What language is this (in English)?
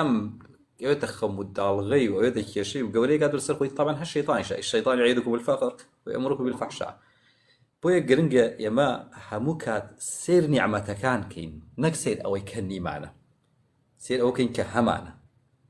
Central Kurdish